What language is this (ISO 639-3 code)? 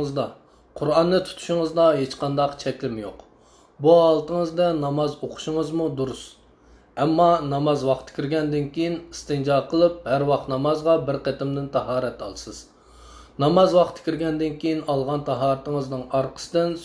uig